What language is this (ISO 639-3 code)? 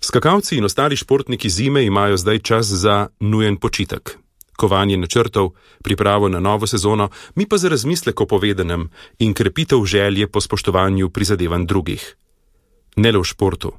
slv